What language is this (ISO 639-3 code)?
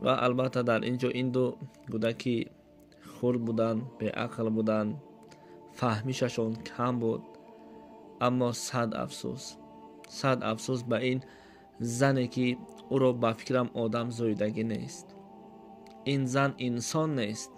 tgk